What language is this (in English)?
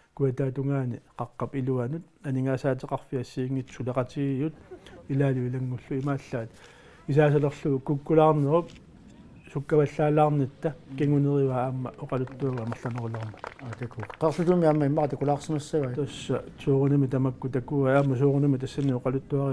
Kalaallisut